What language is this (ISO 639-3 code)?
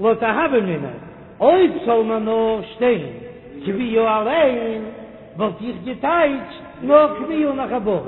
yid